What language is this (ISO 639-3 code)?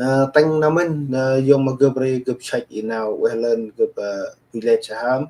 cmo